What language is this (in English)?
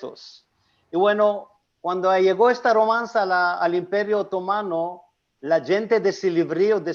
Ladino